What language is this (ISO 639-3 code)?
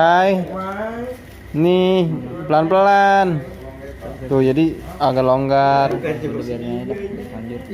bew